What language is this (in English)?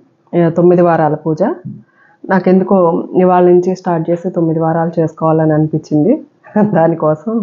Telugu